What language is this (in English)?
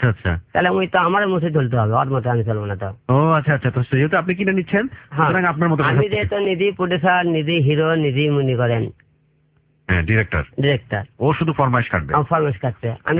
Bangla